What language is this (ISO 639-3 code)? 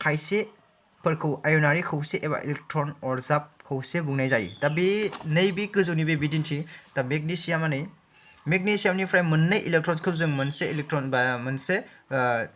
brx